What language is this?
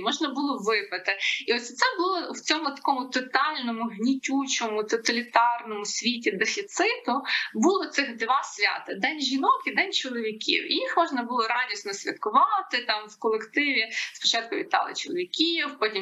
Ukrainian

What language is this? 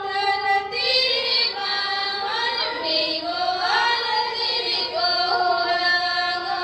Santali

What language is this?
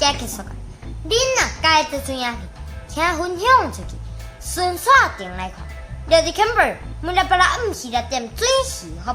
Min Nan Chinese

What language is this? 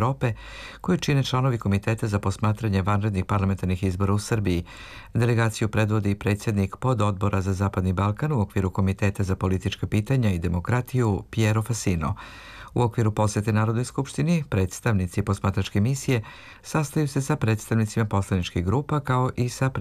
Serbian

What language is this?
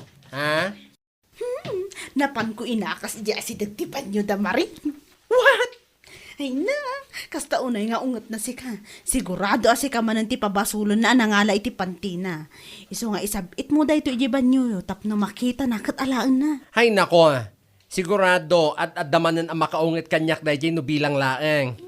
Iloko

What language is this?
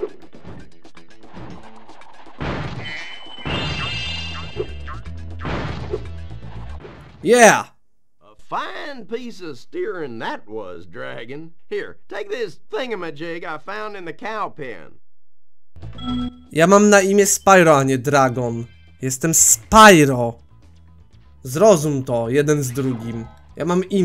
Polish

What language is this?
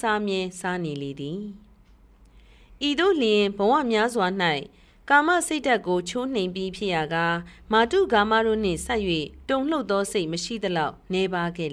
Burmese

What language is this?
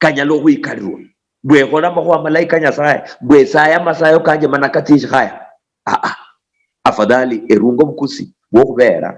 Luyia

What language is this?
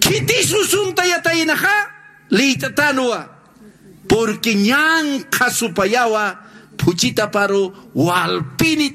Aymara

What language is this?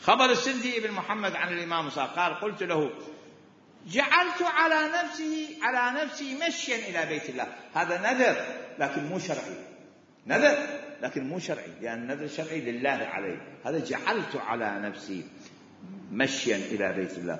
Mesopotamian Arabic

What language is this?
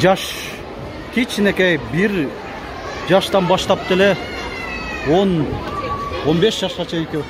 Kyrgyz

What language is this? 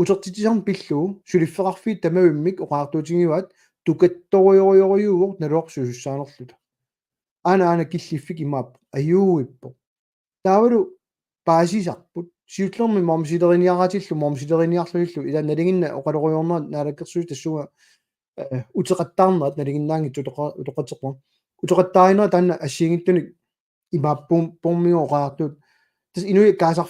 Kalaallisut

